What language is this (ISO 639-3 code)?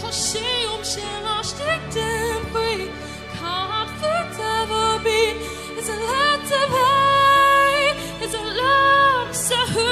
gle